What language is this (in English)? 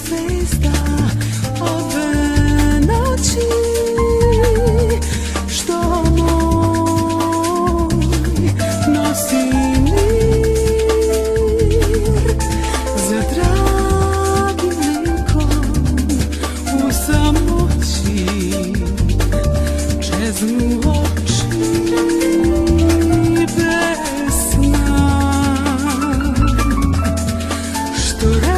Serbian